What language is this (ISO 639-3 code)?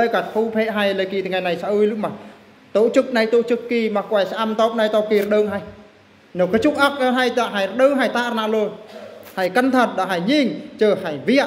bru